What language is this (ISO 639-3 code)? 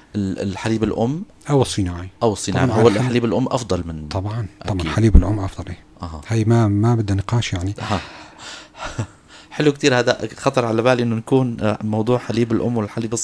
apc